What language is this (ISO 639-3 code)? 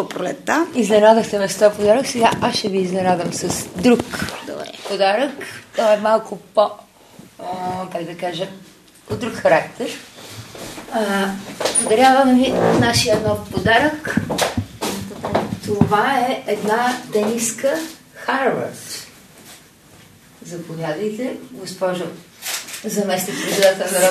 bul